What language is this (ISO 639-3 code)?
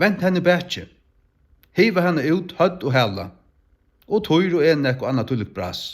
fao